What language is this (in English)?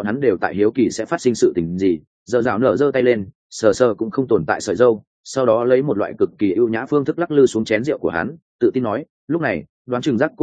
Vietnamese